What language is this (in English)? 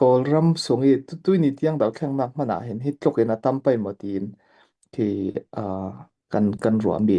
Falam Chin